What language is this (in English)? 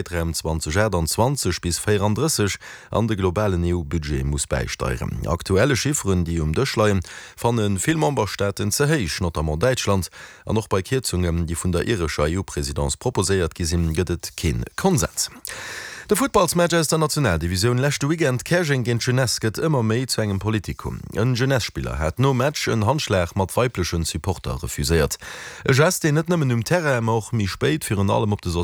Luxembourgish